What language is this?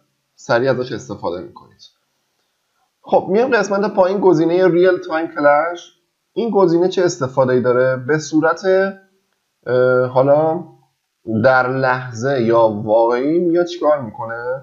Persian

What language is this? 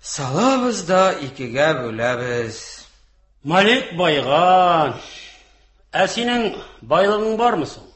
Tatar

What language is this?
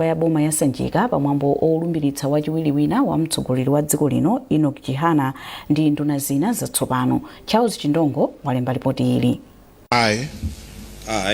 Nyanja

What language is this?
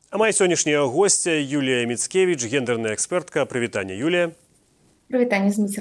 Belarusian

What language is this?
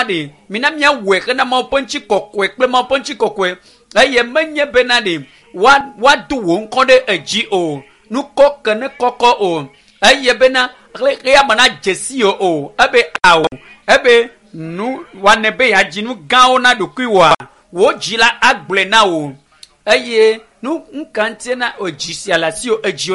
Ewe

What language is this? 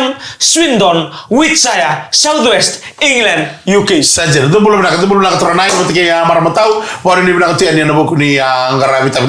Fijian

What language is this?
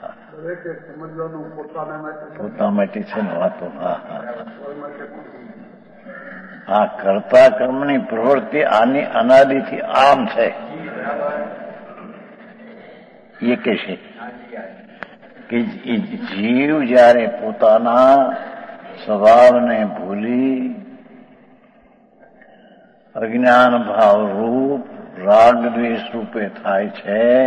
Gujarati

